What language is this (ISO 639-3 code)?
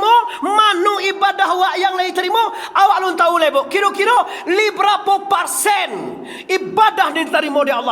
min